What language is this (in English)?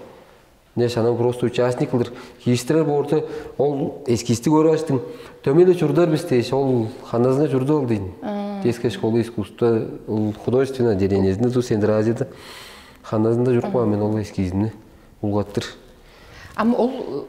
Tuvinian